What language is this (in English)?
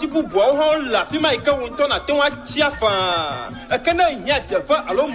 Ewe